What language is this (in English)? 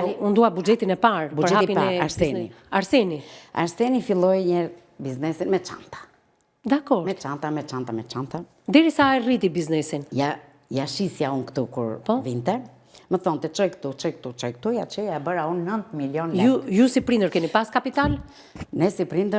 Albanian